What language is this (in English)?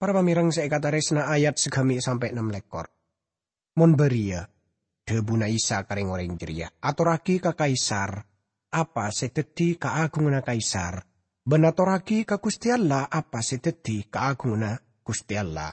Madurese